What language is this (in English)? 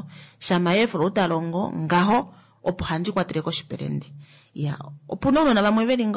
Kuanyama